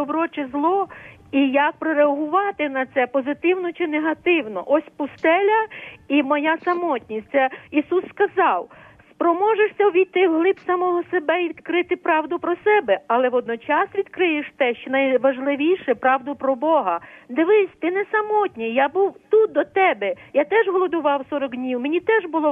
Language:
Ukrainian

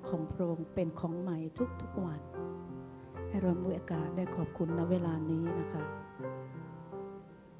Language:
Thai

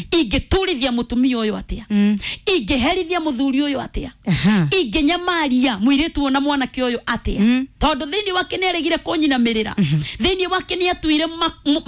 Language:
Kikuyu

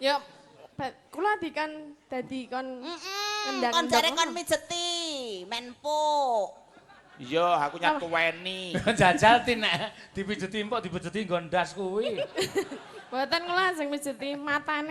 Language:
Javanese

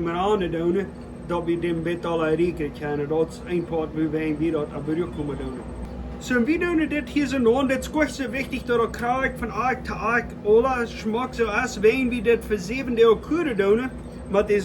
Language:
Plautdietsch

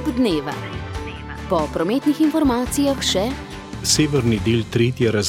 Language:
Slovenian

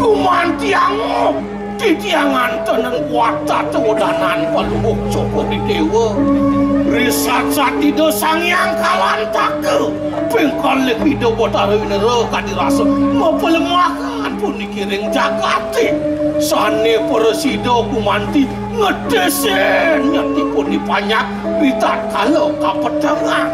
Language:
Balinese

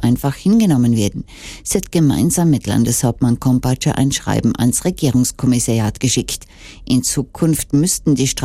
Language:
German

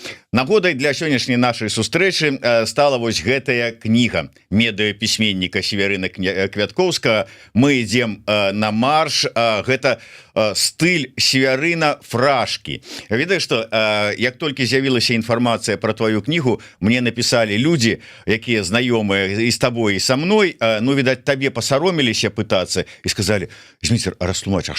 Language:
Belarusian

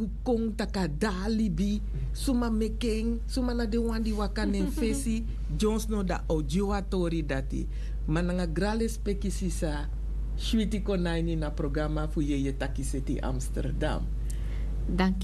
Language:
Sranan Tongo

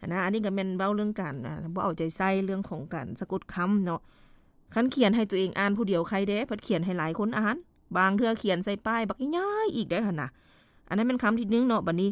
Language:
Lao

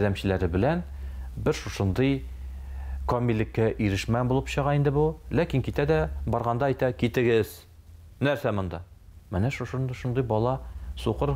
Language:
Tatar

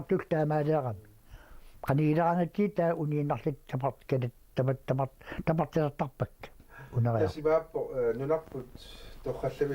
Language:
Kalaallisut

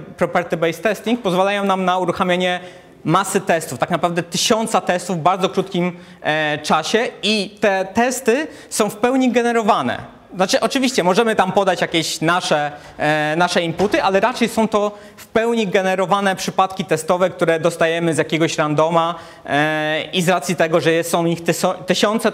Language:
Polish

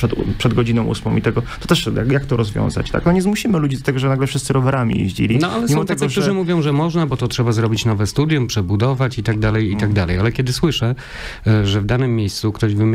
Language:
Polish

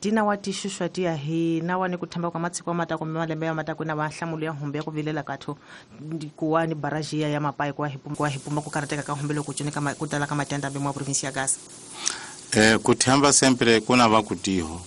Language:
Tsonga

